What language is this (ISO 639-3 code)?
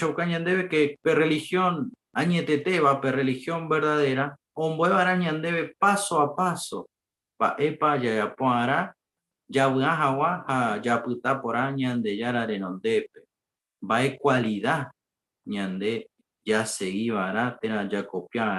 grn